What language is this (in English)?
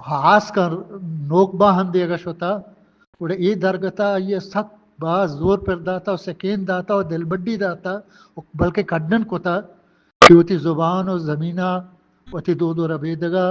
Eastern Balochi